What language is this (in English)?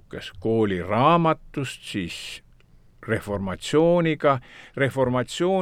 Estonian